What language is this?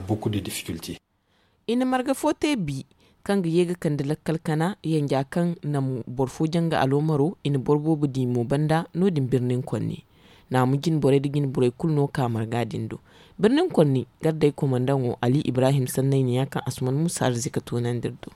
Zarma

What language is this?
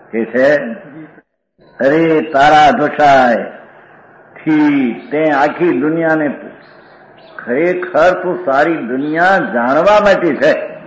Gujarati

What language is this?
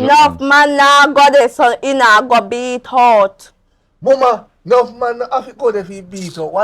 Jamaican Creole English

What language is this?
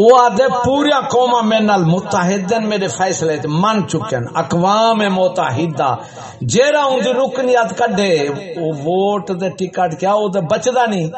Saraiki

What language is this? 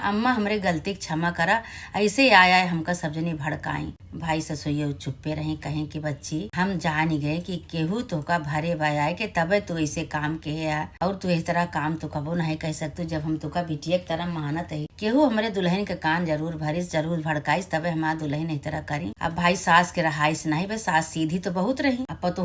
Awadhi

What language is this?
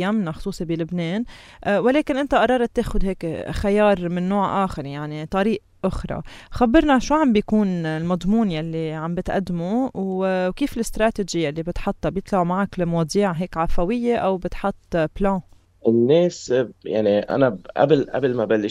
North Levantine Arabic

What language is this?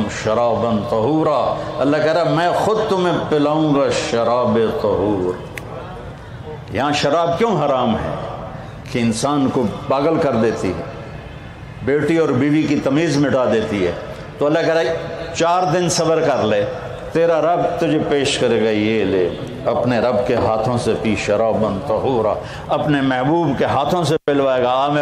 Urdu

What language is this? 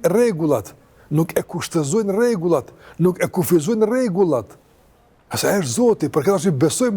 Albanian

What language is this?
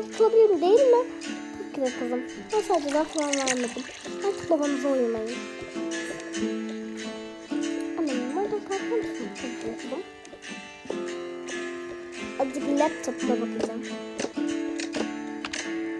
Turkish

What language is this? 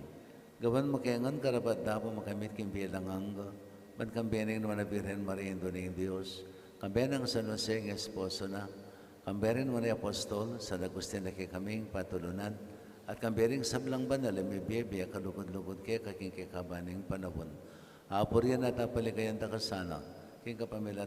Pampanga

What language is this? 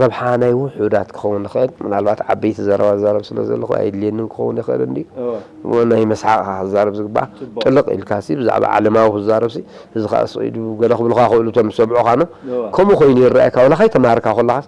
Tigrinya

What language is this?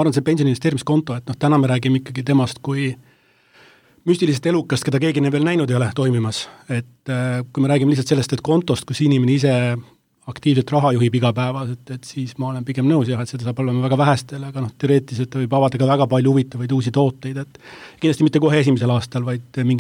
Estonian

